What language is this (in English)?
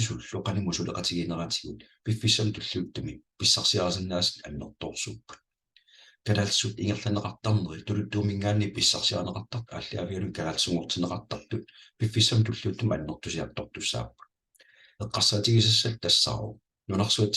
Kalaallisut